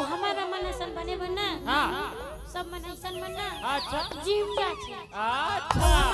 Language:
Chhattisgarhi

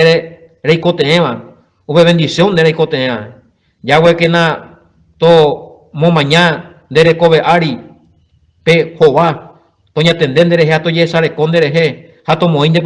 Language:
Guarani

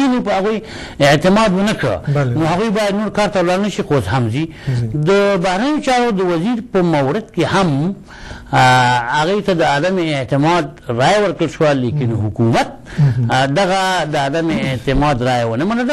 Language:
Pashto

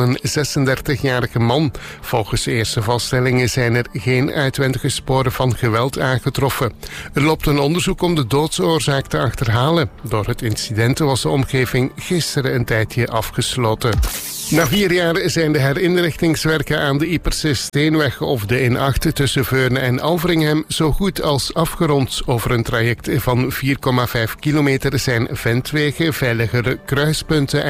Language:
Dutch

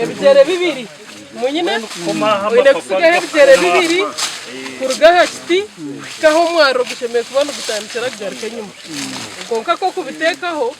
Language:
Nyankole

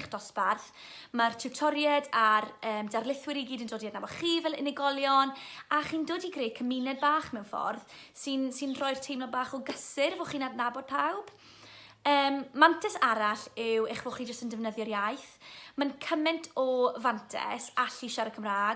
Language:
Welsh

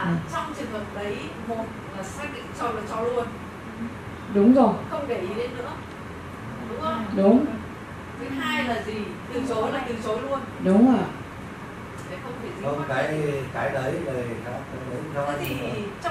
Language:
Vietnamese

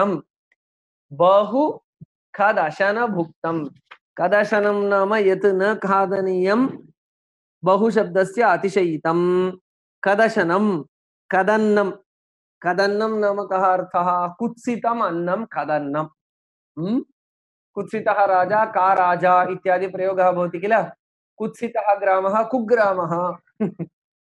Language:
Sanskrit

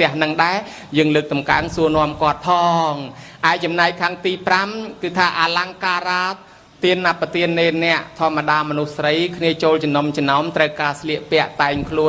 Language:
Khmer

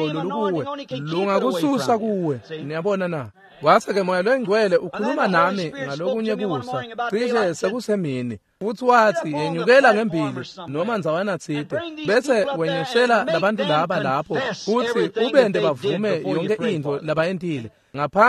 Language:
Swati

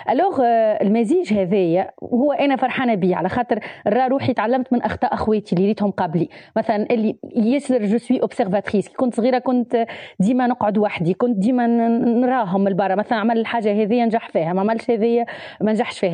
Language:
Tunisian Arabic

